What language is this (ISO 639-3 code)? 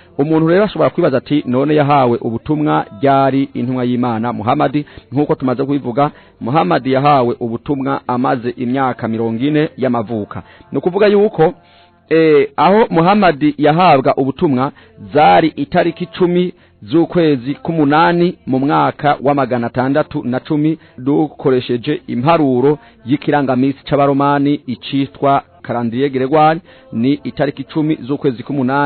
run